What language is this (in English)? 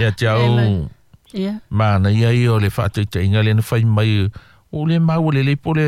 Samoan